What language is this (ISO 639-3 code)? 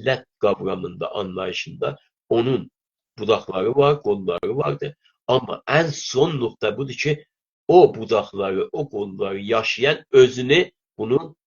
azb